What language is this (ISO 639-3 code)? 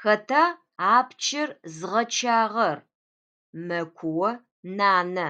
ady